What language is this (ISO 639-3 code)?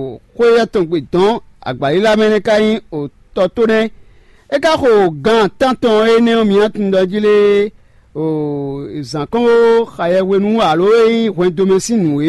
fon